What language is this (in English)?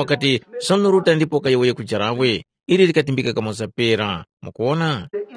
Tumbuka